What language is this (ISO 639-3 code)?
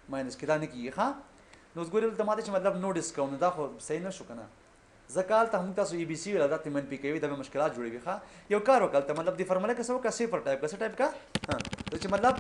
pus